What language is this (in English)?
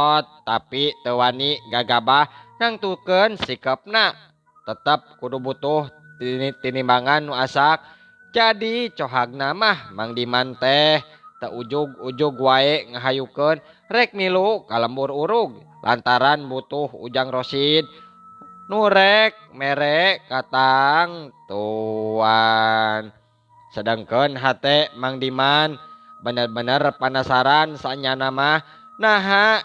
Sundanese